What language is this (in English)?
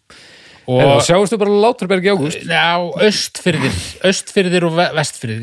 Icelandic